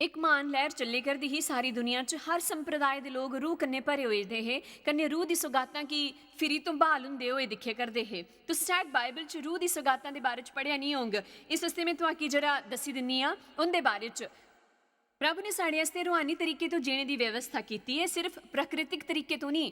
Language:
Dogri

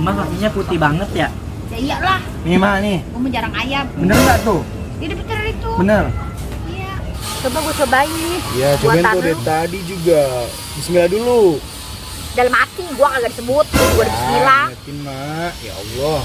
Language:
Betawi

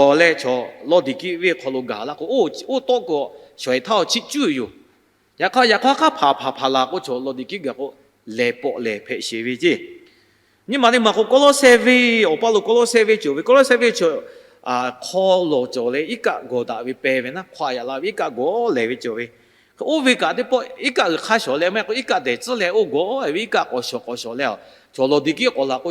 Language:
Lahu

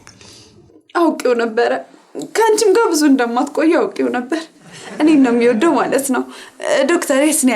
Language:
Amharic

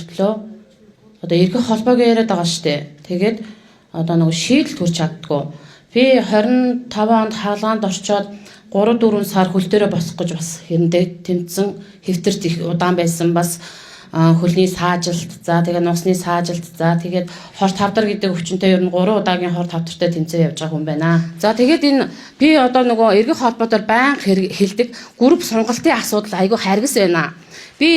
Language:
Mongolian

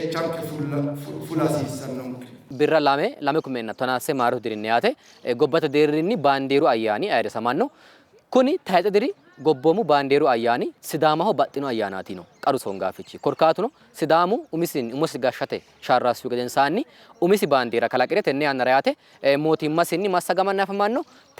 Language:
Sidamo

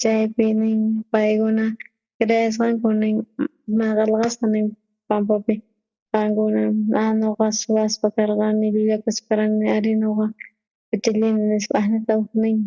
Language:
South Bolivian Quechua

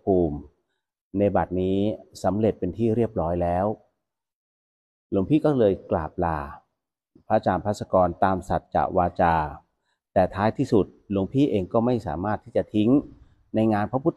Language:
Thai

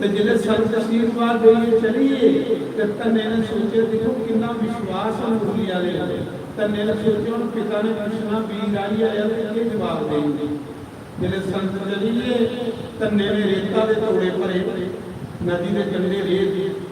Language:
Dogri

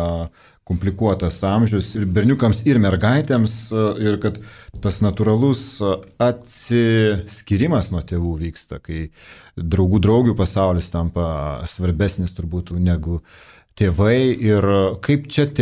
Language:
Lithuanian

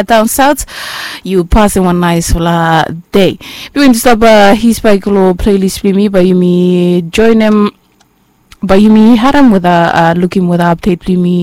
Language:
Bislama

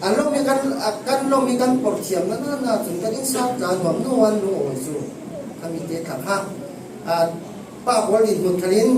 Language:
Falam Chin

